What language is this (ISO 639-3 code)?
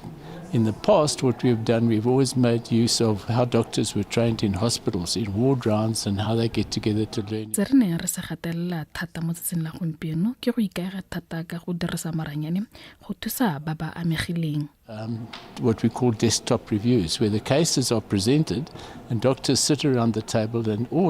tsn